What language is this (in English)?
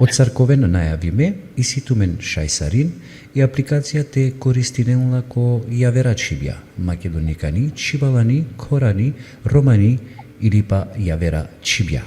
Balkan Romani